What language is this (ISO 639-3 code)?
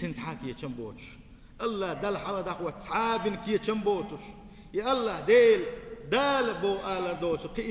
che